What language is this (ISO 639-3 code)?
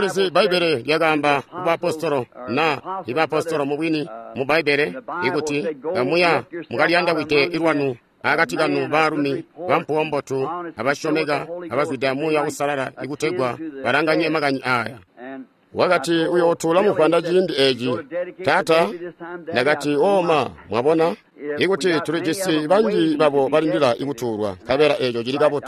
toi